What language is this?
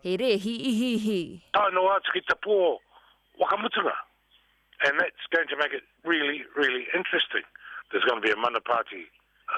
Māori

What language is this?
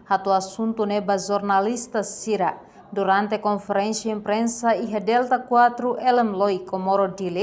Tetum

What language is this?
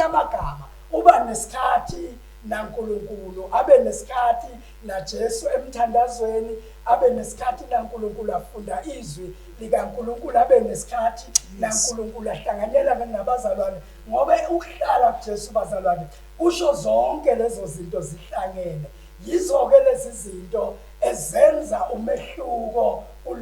Zulu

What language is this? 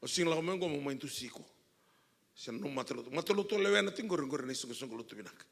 Fijian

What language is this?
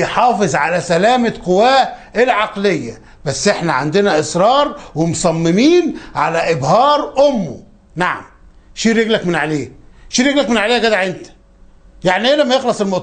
Egyptian Arabic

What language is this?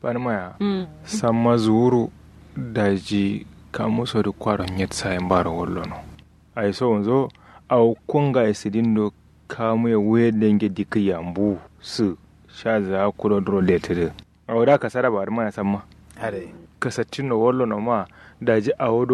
Kanuri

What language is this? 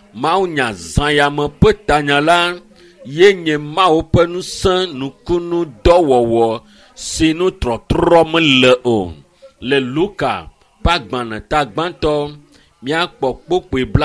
Ewe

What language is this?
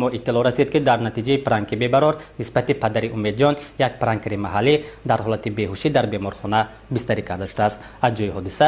Tajik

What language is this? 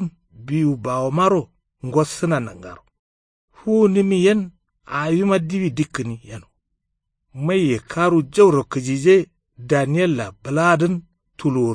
Kanuri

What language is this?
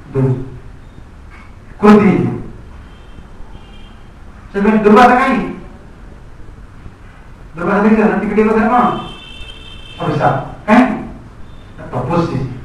Odia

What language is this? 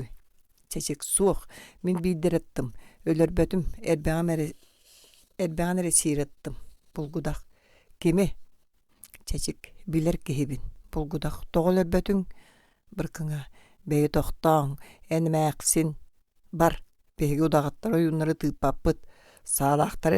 Yakut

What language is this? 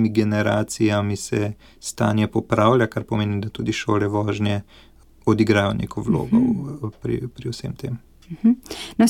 Slovenian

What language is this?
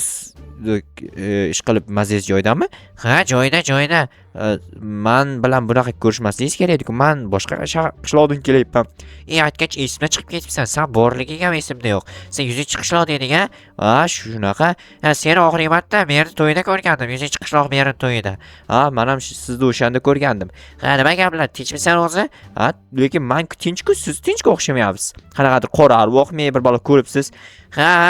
Uzbek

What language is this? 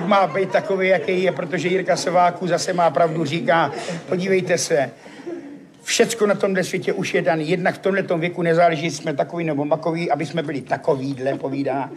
Czech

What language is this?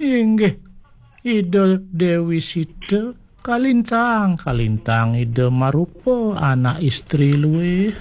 Balinese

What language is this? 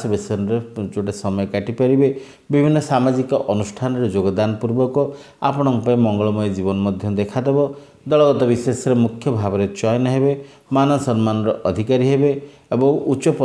Odia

